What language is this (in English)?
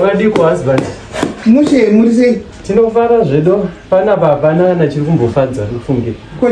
Shona